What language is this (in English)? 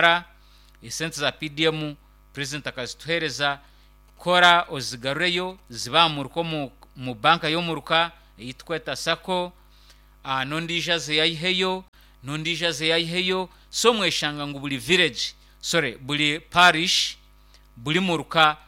Nyankole